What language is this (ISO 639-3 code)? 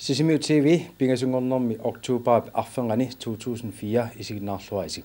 kal